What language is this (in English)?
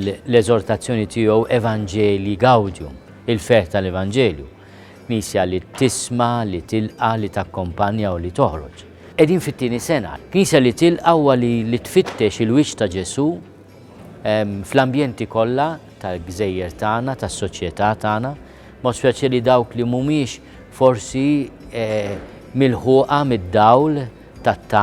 Maltese